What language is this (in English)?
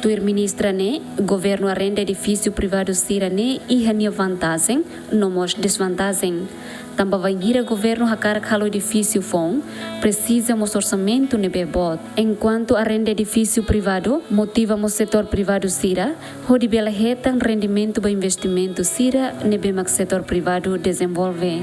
Tetum